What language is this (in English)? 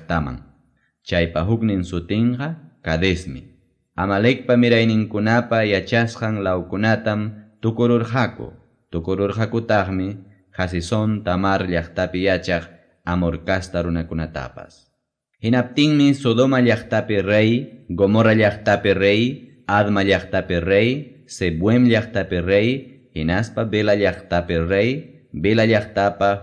Ayacucho Quechua